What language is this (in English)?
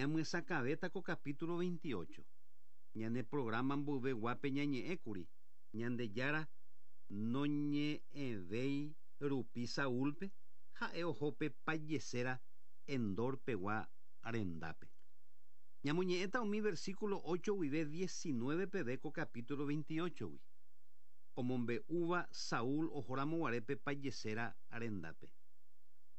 Guarani